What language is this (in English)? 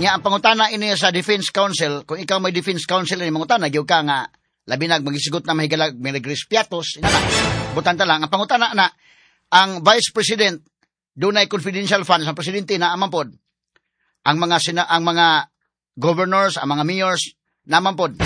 Cebuano